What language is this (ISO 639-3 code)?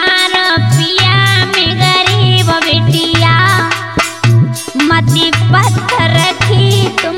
bho